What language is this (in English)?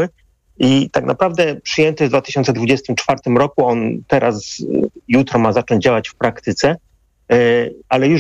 Polish